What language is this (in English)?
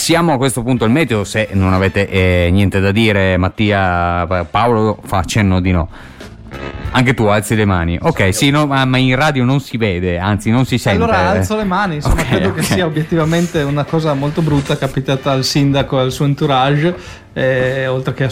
Italian